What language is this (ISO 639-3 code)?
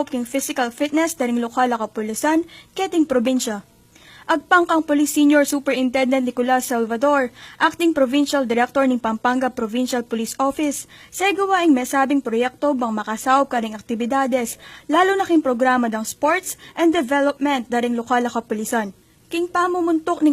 pam